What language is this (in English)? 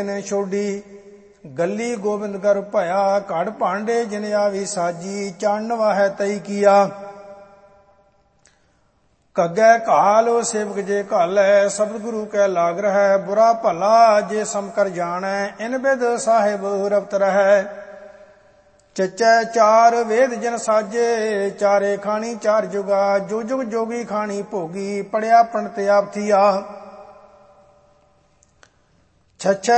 Punjabi